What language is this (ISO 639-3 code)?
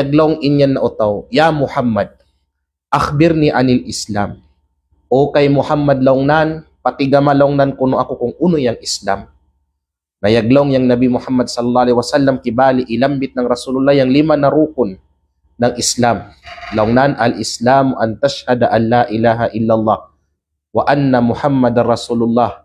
kqe